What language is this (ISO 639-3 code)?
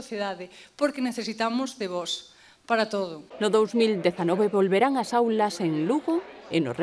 glg